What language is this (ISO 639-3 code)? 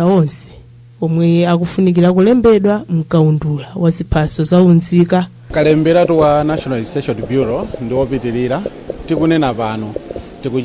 nya